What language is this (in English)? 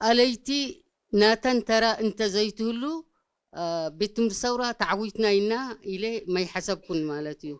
Tigrinya